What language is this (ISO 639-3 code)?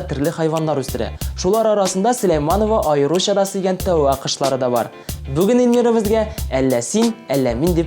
tat